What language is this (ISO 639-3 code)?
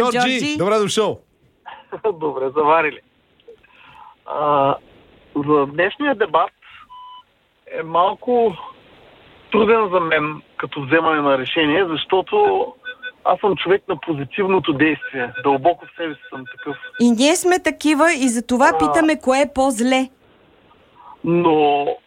bul